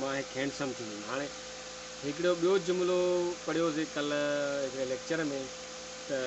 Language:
Sindhi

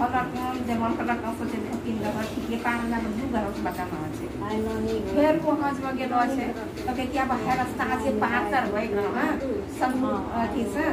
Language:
Maithili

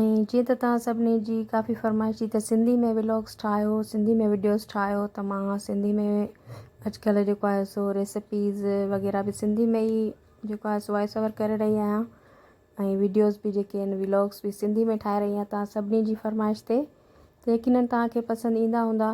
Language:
Sindhi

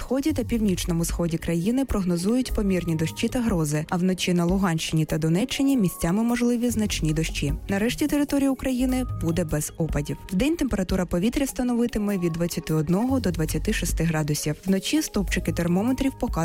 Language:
Ukrainian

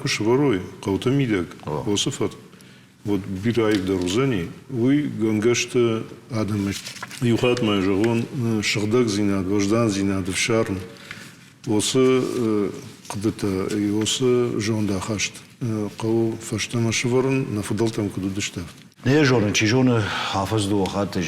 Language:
Ossetic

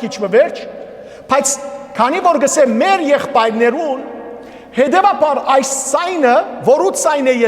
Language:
Western Armenian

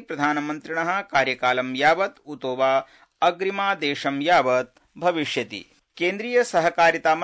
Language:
Sanskrit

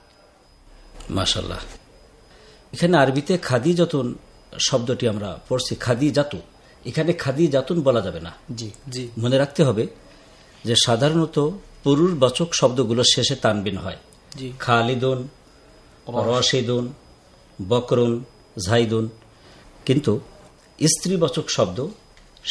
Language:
Bangla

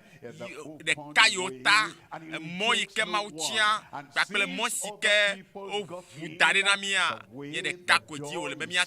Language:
Ewe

